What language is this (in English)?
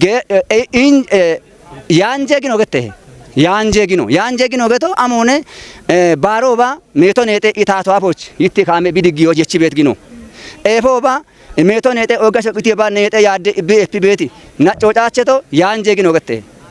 Kafa